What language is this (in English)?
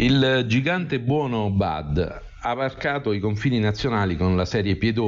Italian